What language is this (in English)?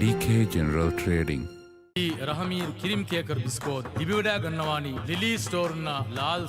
Divehi